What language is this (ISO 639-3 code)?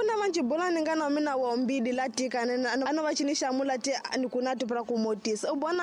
tso